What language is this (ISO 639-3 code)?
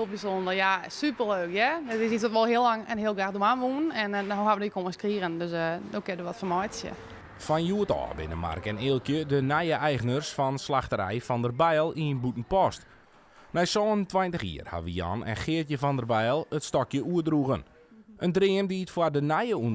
fry